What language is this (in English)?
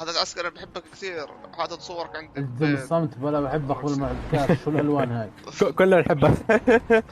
North Levantine Arabic